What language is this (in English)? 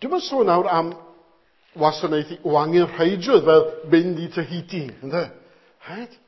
Welsh